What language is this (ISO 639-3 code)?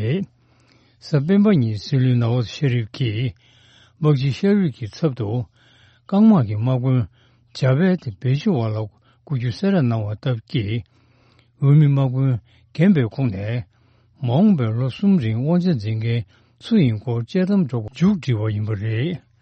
bod